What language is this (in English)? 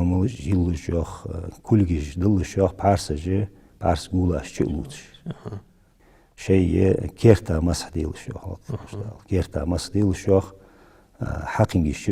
Ingush